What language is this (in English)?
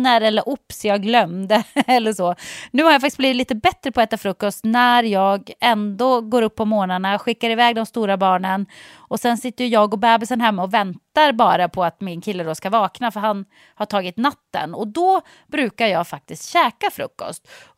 Swedish